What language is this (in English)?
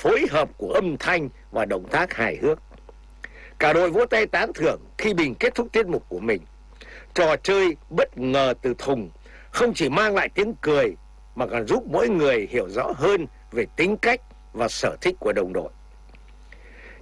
Vietnamese